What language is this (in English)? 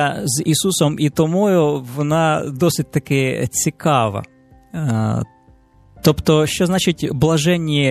Ukrainian